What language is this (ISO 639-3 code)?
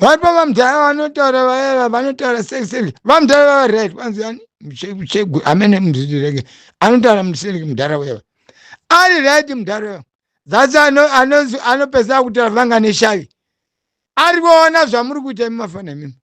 sna